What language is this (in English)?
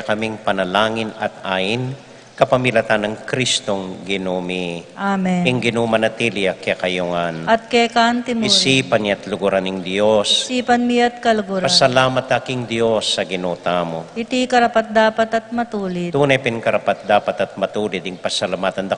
Pampanga